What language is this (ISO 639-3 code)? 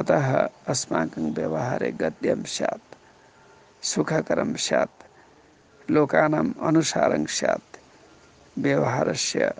san